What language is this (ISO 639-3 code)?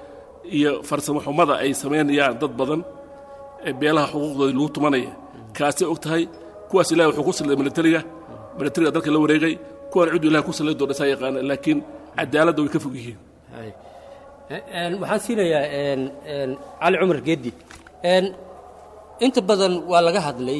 som